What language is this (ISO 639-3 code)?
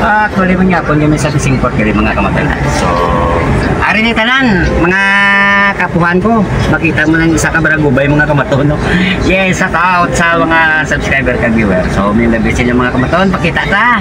hil